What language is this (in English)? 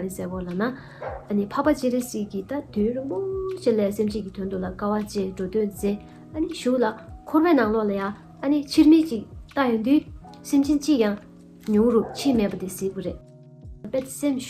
Tibetan